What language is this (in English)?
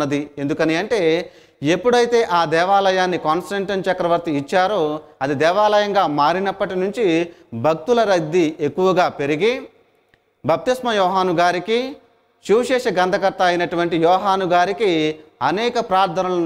Telugu